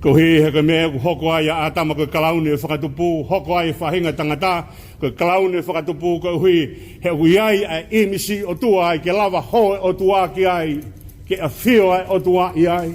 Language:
Tongan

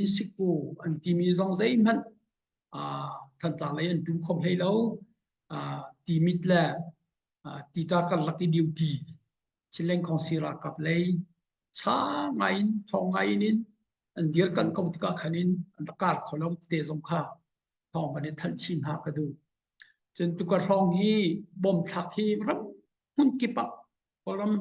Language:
Hakha Chin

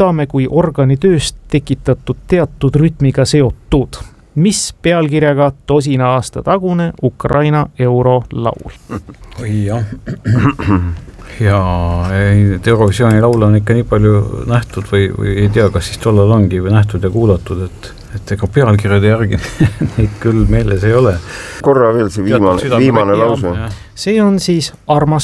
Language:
Estonian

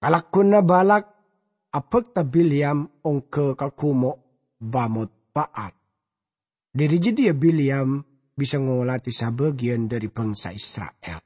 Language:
Madurese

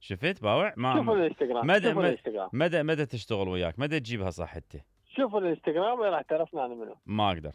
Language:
Mesopotamian Arabic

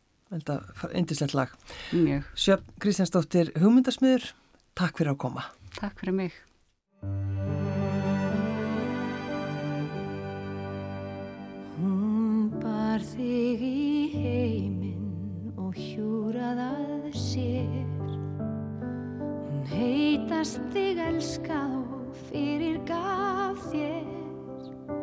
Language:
Icelandic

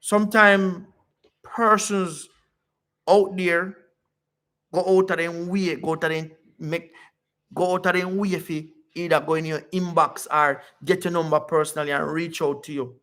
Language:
Jamaican Creole English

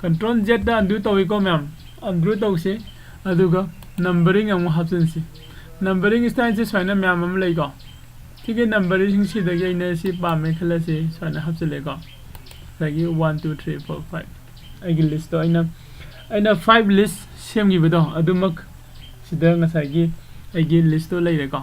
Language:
Manipuri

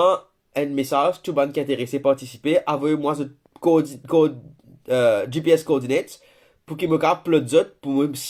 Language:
Morisyen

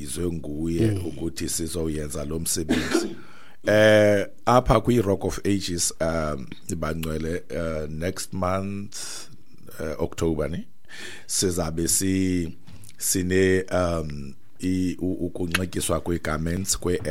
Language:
Xhosa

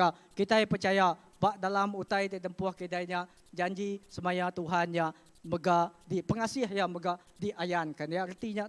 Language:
Iban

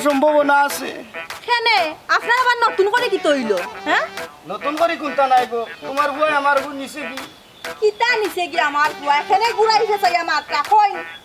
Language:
Sylheti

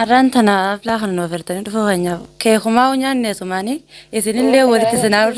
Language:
Oromo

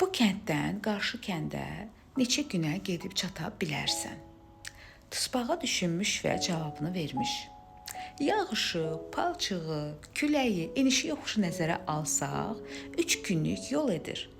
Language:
Azerbaijani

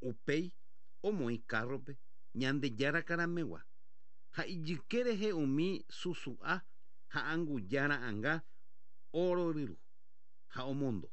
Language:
Guarani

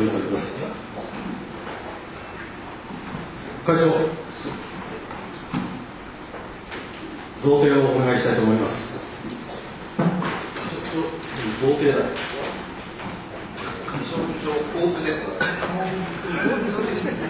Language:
Japanese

